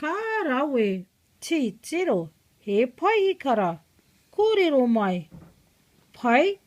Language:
Māori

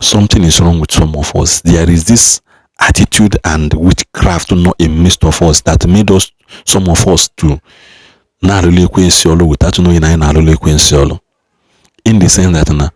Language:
Igbo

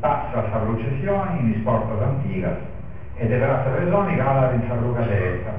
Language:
Sardinian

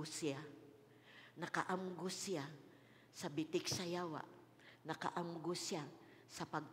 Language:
Cebuano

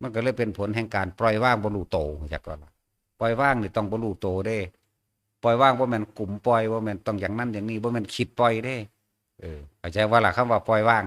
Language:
Northeastern Thai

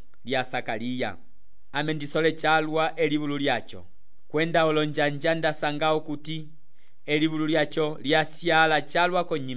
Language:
Umbundu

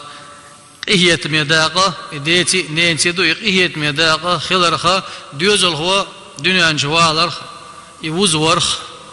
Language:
Chechen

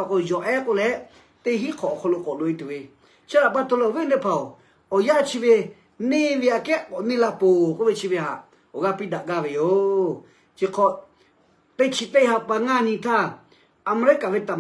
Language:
Lahu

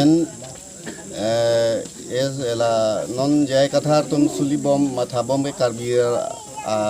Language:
Karbi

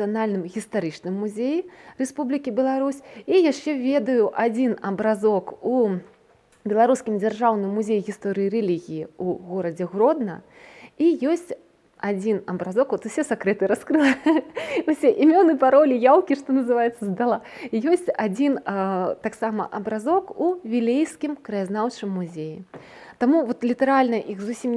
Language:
Belarusian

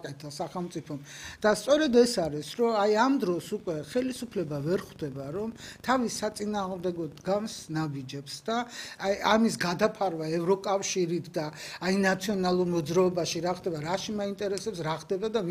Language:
Georgian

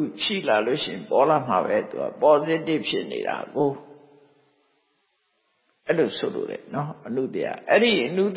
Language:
Burmese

